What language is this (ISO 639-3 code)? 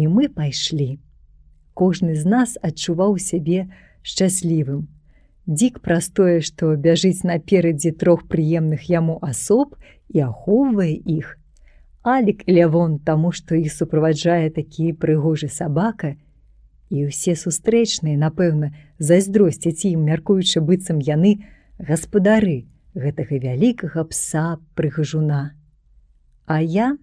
bel